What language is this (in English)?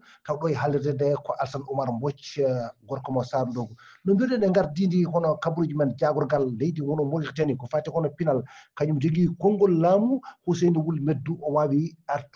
Fula